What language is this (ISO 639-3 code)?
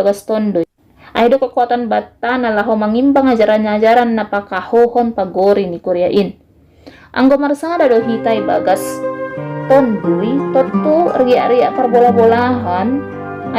bts